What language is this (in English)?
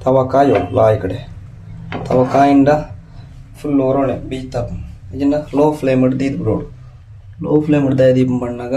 Tulu